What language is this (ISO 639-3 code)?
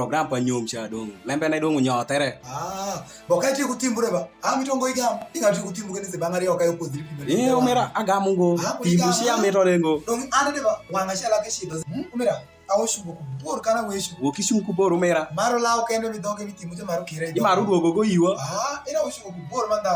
alz